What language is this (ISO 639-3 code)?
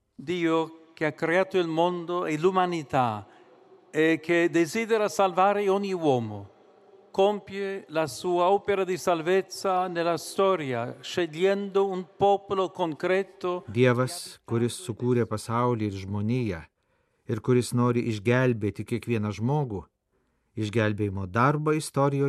lit